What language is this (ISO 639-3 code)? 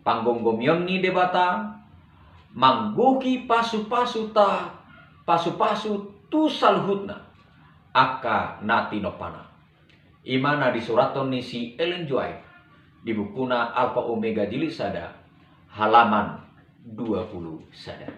bbc